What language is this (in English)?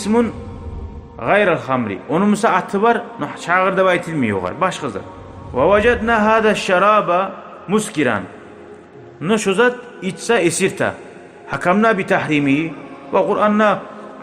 Kumyk